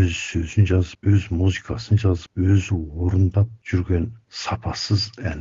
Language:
Kazakh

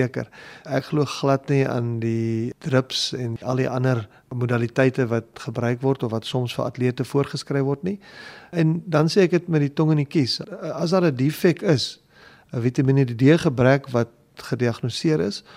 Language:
Afrikaans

